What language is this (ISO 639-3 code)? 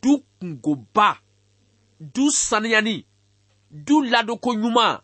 bam